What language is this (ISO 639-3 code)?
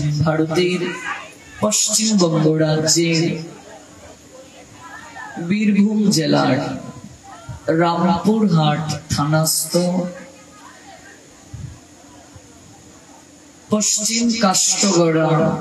ben